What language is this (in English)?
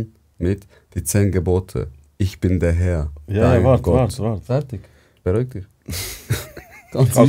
Swiss German